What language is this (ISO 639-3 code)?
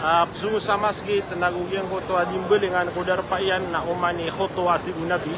mrw